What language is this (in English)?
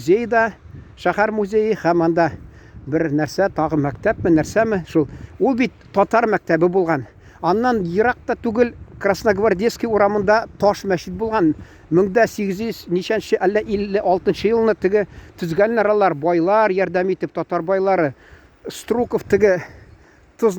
Tatar